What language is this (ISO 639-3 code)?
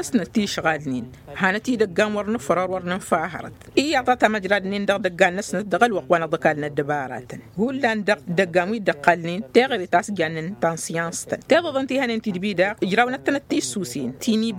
taq